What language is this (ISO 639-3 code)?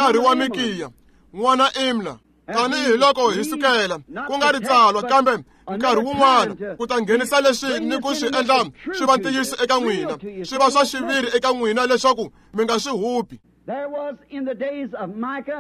tso